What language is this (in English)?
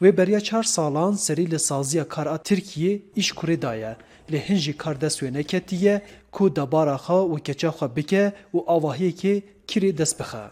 Kurdish